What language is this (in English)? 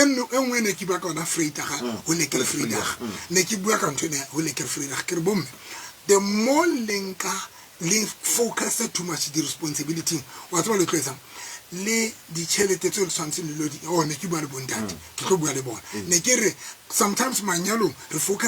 Tswana